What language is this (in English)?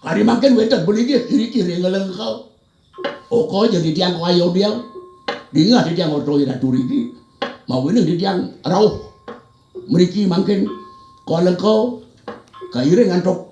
Balinese